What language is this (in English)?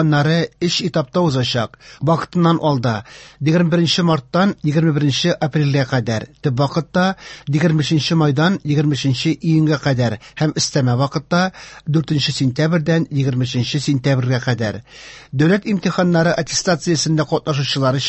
Tatar